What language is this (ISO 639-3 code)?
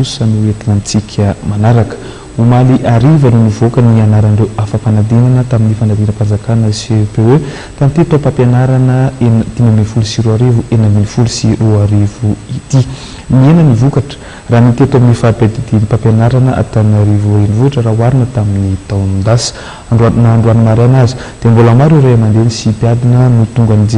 mlg